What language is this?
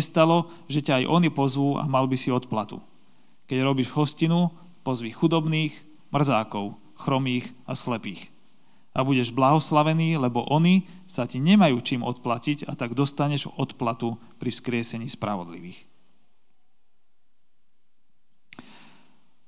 Slovak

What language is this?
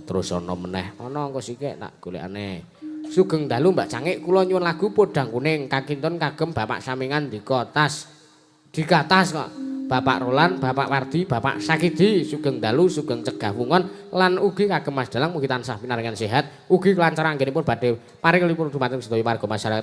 Javanese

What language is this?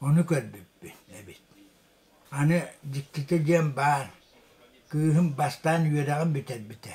Yakut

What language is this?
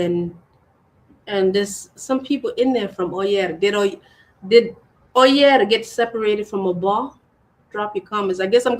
Acoli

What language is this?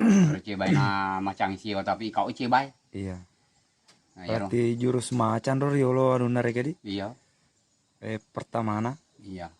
Buginese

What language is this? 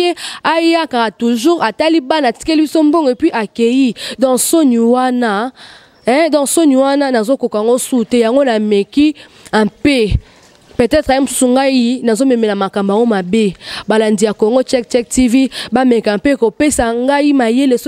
Lingala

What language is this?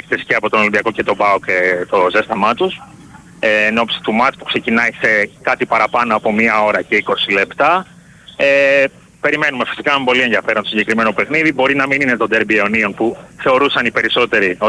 Greek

